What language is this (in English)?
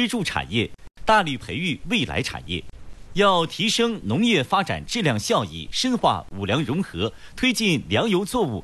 Chinese